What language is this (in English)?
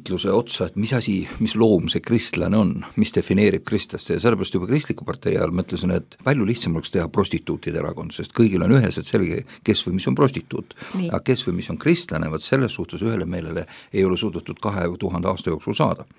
Estonian